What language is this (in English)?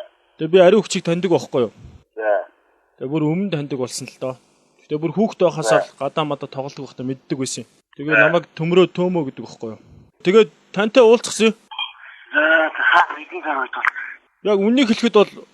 Mongolian